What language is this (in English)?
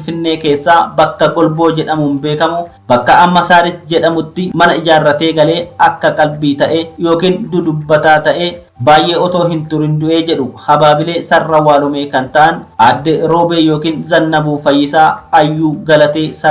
Oromo